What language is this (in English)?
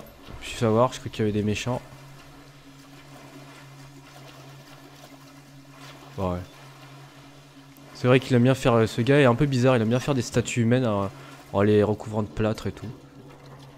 French